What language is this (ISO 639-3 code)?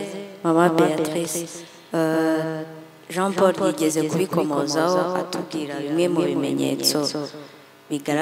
kin